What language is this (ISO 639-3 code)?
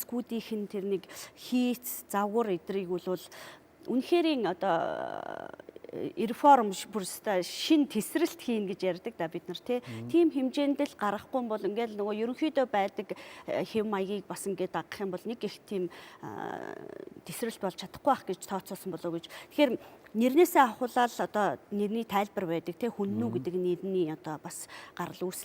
mon